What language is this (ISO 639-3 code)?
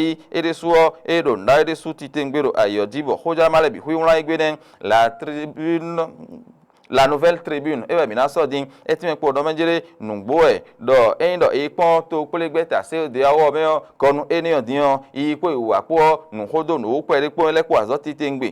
fon